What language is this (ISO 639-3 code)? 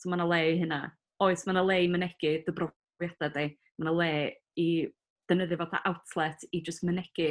cym